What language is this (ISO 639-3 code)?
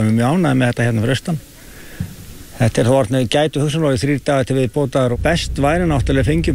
isl